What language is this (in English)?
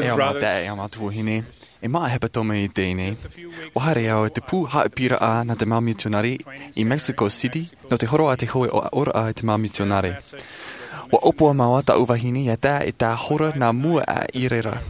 Tahitian